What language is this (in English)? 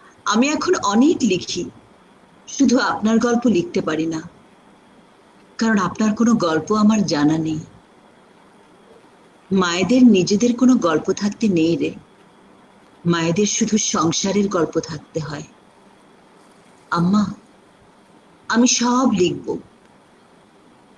Bangla